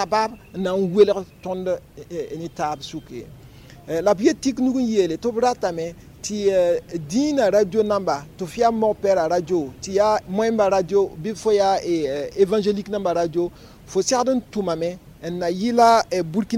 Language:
Mossi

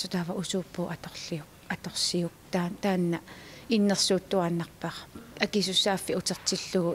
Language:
Kalaallisut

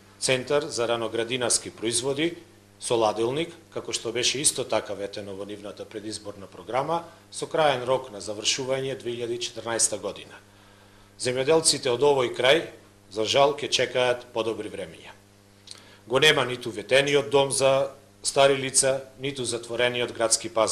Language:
Macedonian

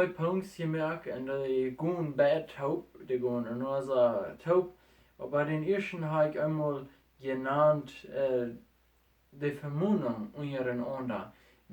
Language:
Plautdietsch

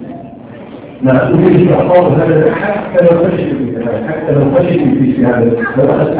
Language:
Arabic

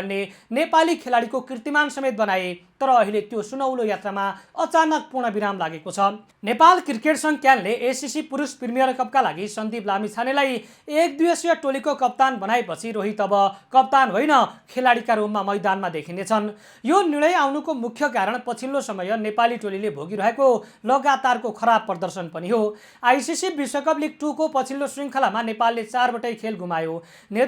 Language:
Nepali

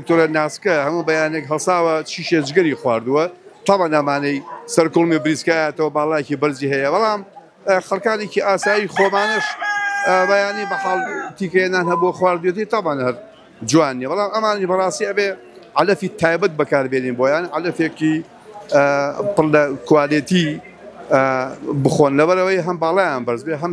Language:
Central Kurdish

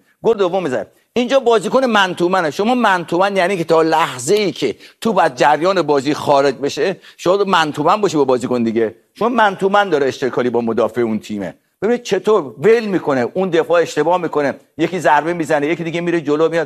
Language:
Persian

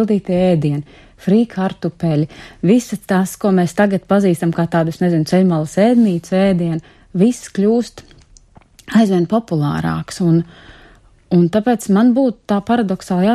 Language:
Latvian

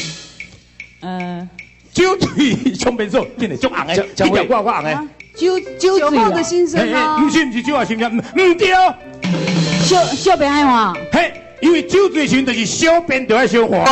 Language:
Min Nan Chinese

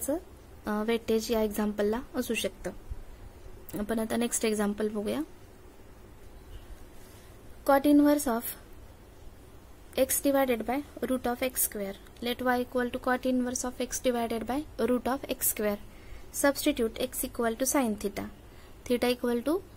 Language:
Marathi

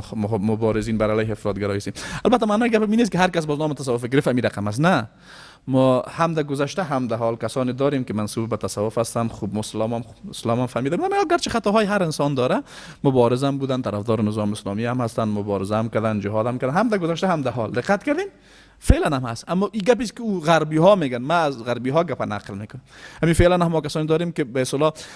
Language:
Persian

